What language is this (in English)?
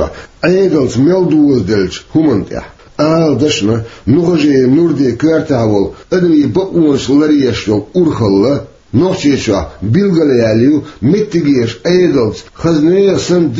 Chechen